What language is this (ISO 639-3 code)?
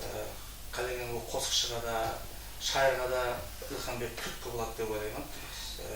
kaa